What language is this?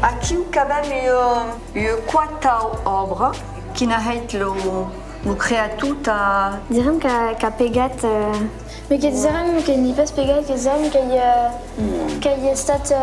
Occitan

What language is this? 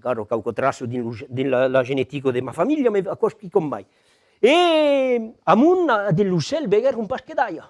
Occitan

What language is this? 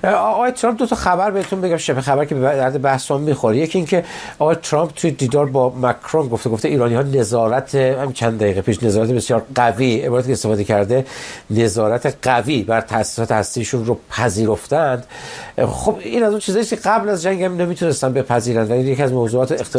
Persian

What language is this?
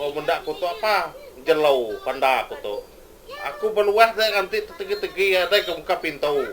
Iban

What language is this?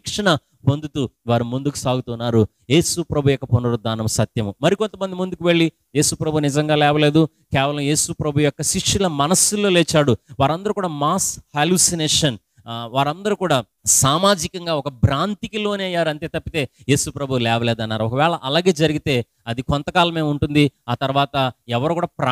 Telugu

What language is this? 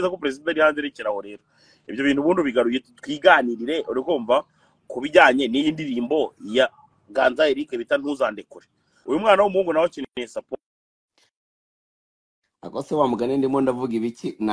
Kinyarwanda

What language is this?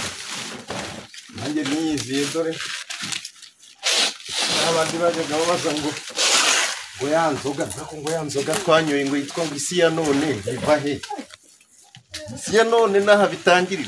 Kinyarwanda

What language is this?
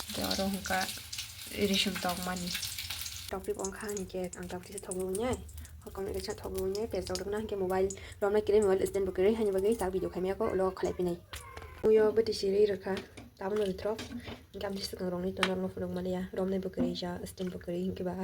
Kok Borok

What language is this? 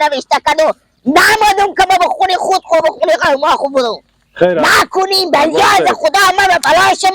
Hazaragi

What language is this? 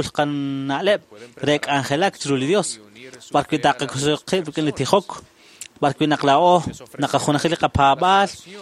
Kekchí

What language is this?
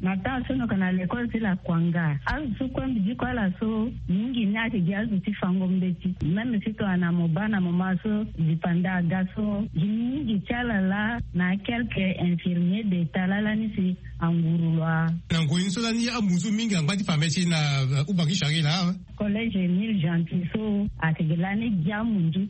Sango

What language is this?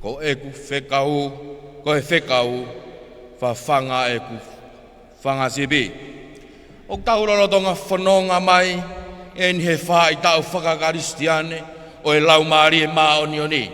Tongan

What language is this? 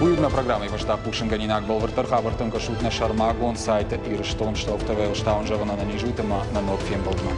Ossetic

